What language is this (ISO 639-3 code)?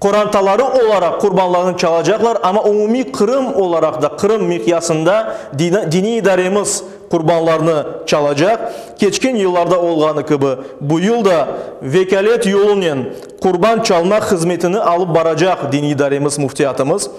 crh